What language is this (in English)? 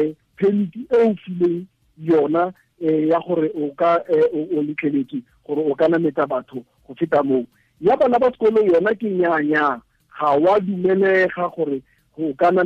Tswana